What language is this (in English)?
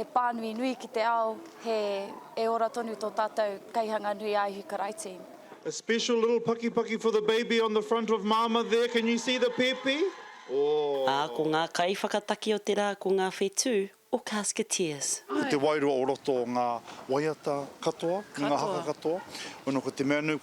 Māori